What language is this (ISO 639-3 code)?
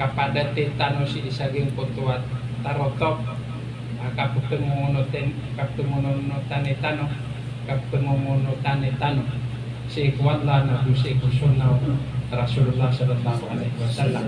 mrw